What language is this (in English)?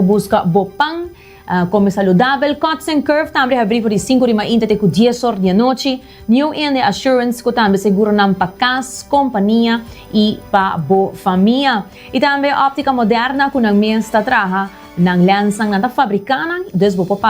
Papiamento